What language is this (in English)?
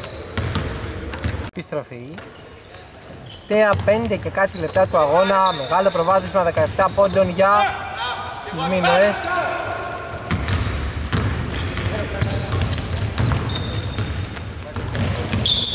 Greek